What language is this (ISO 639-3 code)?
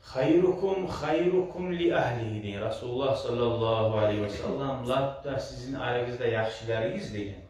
kum